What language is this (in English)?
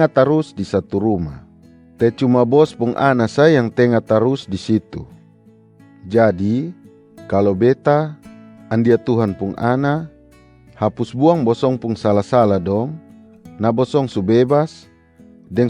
Kupang Malay